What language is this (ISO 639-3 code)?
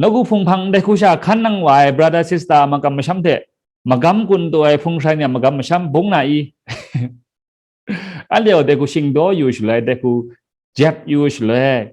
kac